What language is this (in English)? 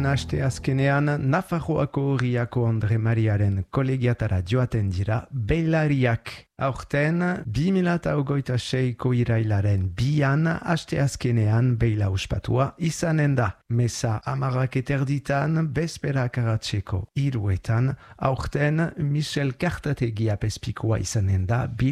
Basque